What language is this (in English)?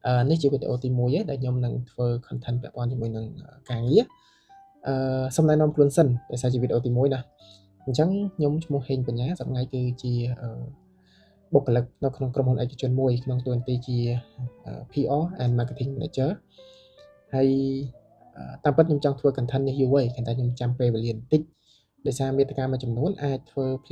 Khmer